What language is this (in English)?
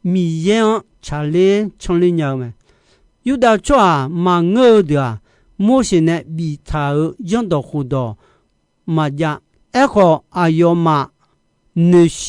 Akha